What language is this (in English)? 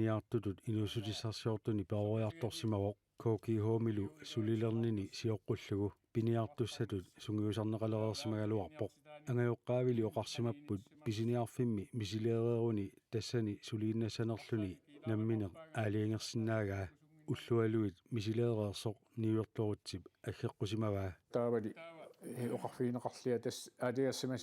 Kalaallisut